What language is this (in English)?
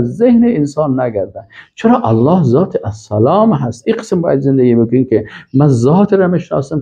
Persian